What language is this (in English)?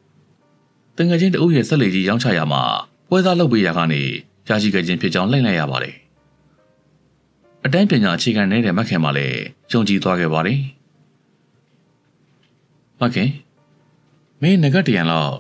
Burmese